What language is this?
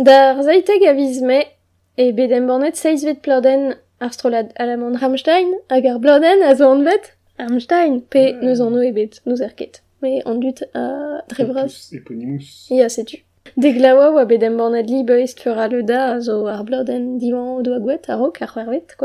Breton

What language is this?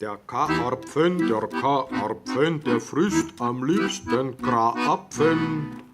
Bavarian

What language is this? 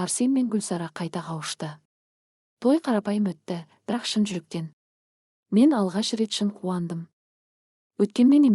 Kazakh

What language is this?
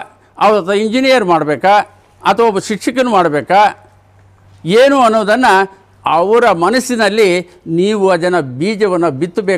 Kannada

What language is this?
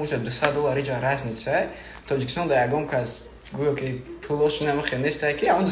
Tajik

